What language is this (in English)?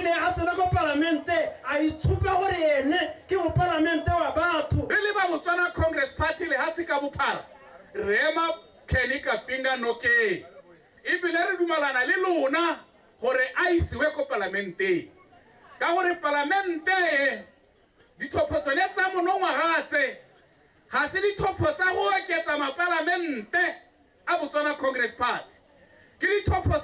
Tswana